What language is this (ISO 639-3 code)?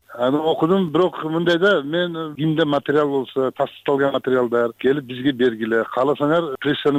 kir